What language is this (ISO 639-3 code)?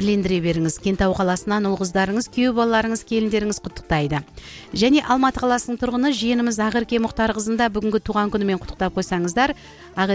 kaz